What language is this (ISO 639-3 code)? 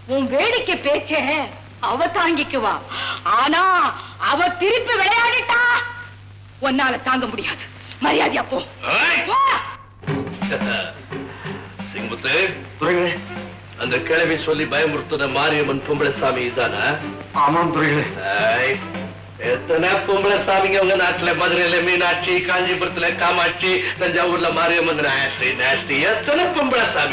tam